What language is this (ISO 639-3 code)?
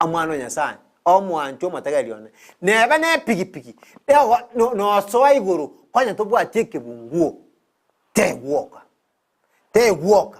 guz